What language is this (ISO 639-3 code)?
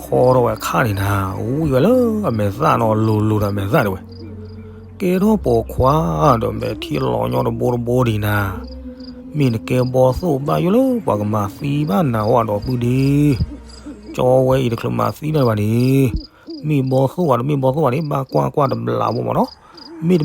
ksw